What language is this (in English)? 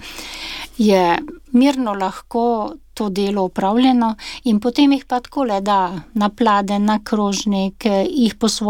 Slovenian